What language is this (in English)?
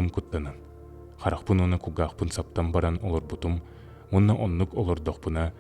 Yakut